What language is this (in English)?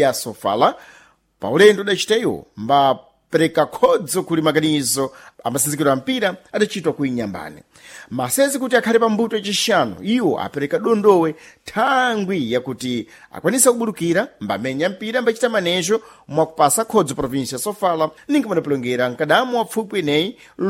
Sena